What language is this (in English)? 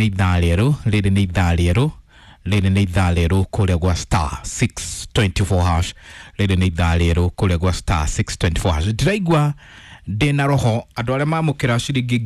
Kikuyu